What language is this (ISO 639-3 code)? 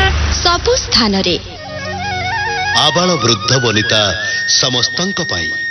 ori